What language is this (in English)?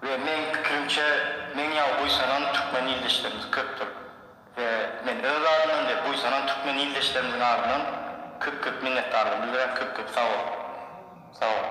Turkmen